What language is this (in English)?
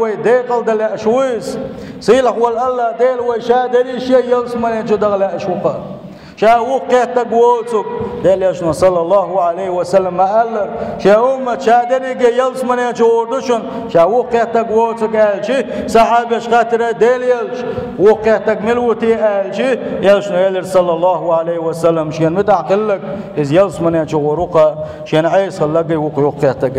Chechen